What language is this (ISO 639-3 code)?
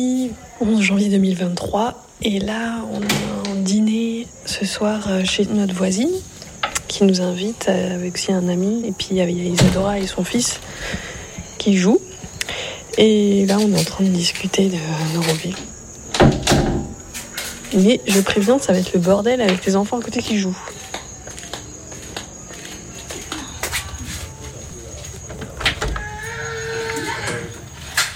fra